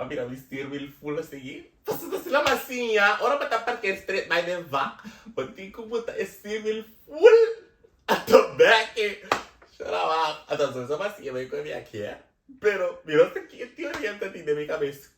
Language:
Papiamento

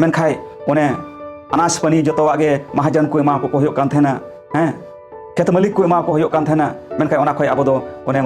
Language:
Santali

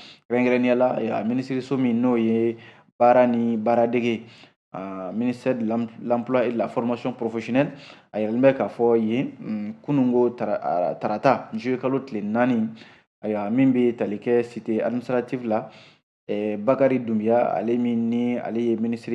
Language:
Bambara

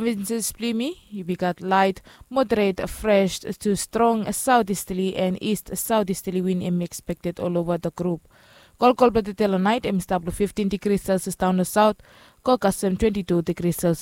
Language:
Bislama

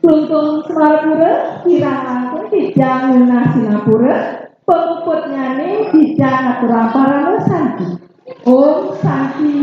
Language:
Balinese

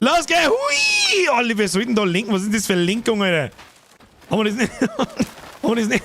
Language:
Bavarian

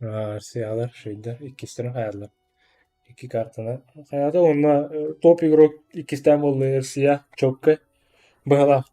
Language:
Yakut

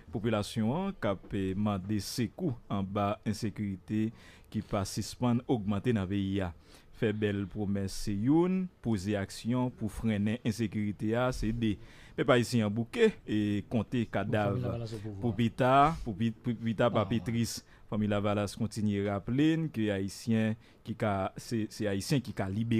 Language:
Haitian Creole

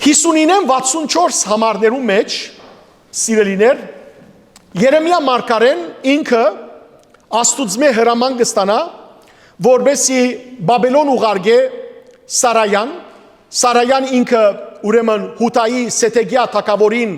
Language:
Western Armenian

